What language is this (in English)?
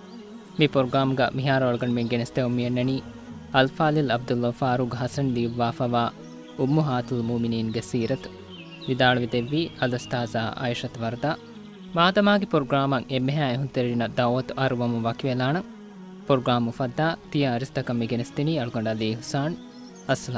Divehi